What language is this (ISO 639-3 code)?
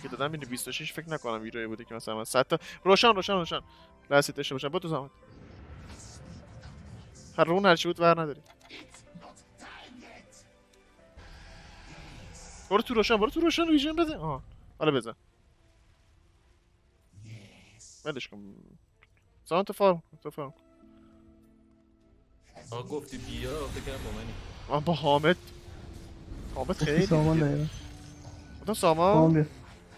fas